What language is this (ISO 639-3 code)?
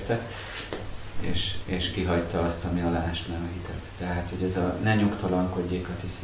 hun